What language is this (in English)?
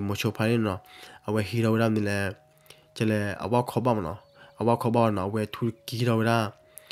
S'gaw Karen